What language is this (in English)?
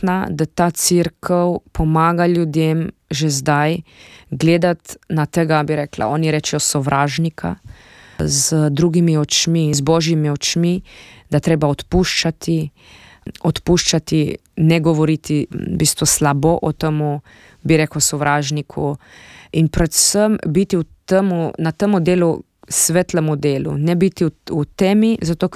Slovenian